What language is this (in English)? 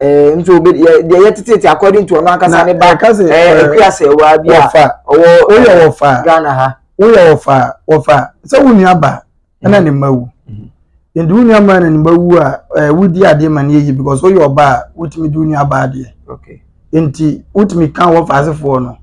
Akan